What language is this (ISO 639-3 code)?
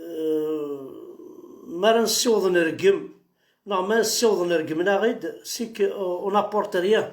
kab